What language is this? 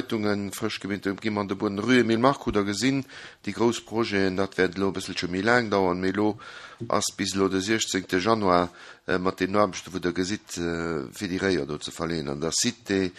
Luxembourgish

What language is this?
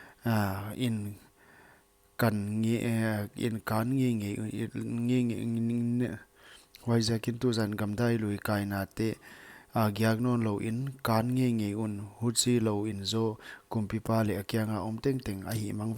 Paite Chin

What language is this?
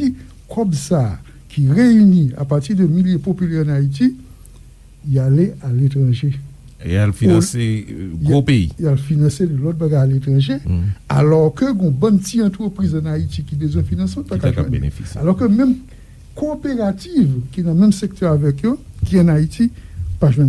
Haitian Creole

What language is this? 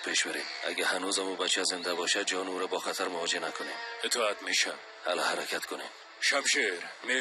Persian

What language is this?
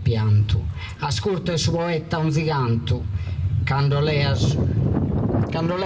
Sardinian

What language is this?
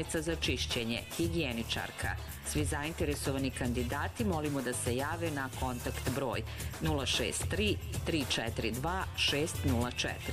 Serbian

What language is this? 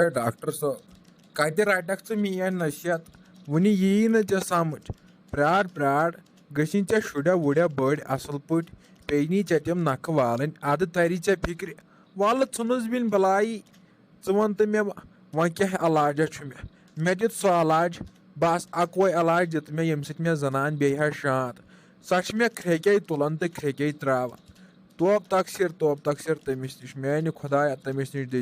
Kashmiri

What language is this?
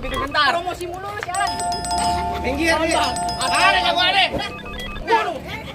Betawi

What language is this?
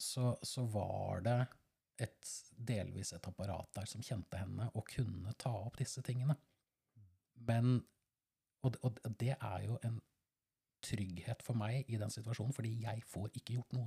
Norwegian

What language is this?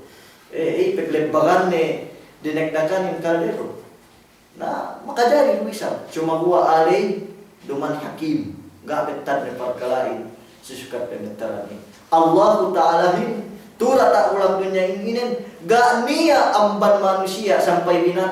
Yakan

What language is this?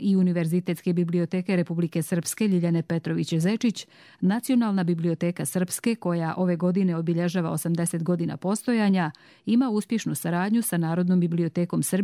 Bosnian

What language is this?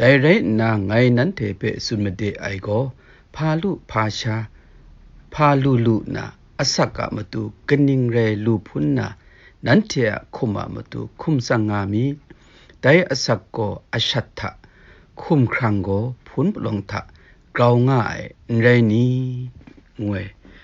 Kachin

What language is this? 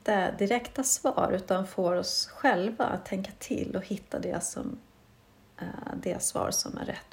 Swedish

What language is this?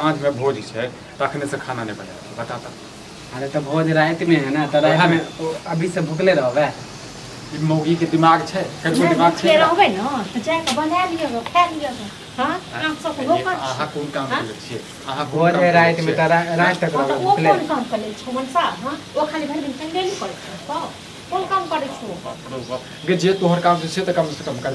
Maithili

